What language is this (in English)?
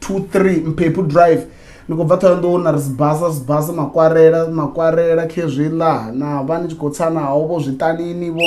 Venda